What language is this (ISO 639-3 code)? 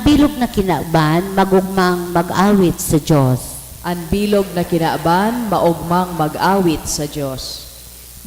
bik